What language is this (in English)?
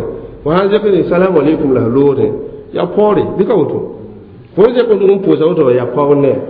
Mossi